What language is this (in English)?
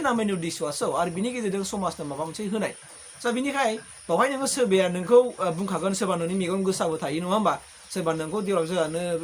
Bodo